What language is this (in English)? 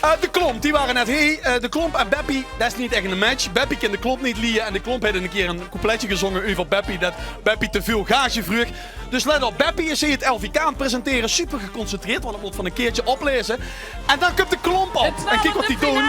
Limburgish